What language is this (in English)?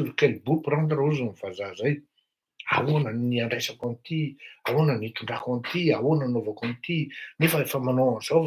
Malagasy